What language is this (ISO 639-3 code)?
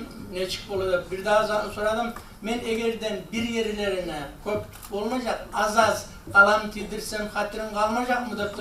kum